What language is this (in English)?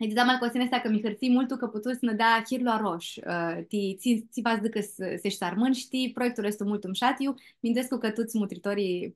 Aromanian